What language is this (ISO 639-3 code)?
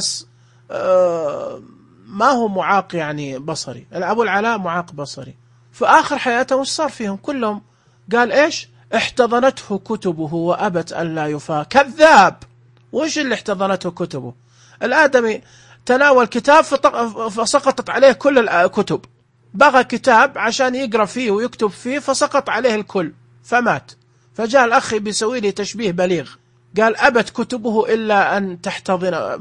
ars